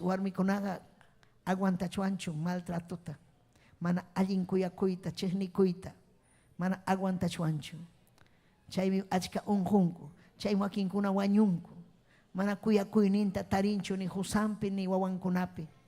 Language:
Ayacucho Quechua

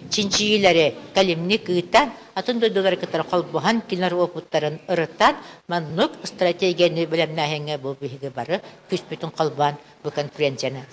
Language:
Yakut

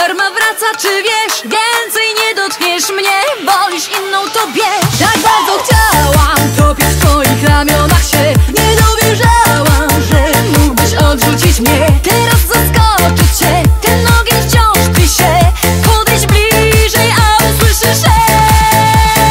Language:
Polish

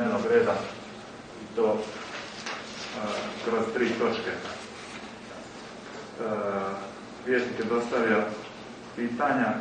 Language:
Croatian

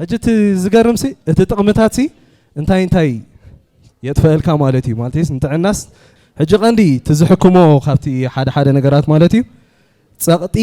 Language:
Tigrinya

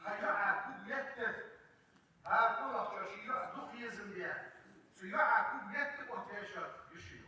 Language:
Ingush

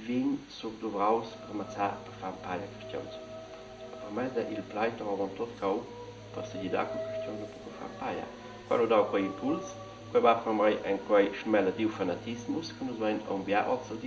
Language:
Romansh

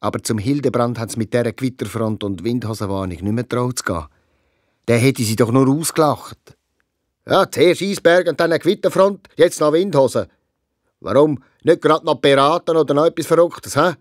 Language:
Swiss German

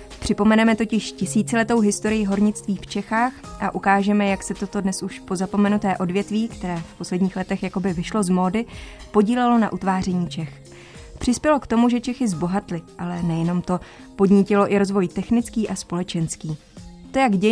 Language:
Czech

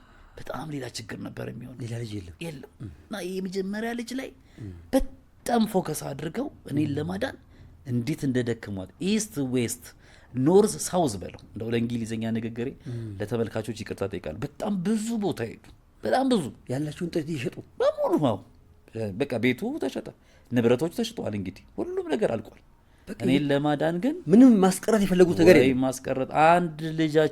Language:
Amharic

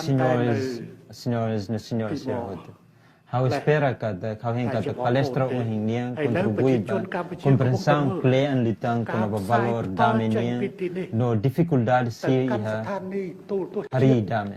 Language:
Tetum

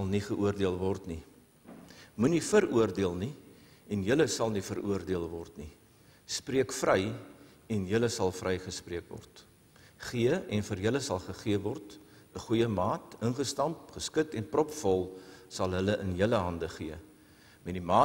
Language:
Afrikaans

